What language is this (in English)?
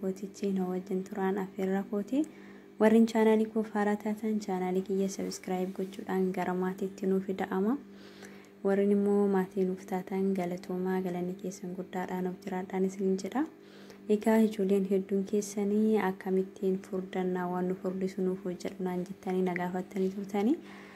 Oromo